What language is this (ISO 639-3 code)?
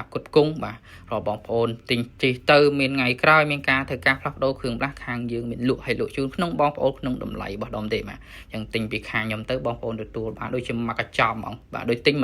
khm